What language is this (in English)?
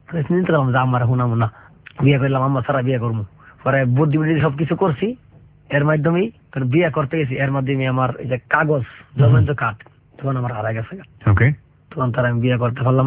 Bangla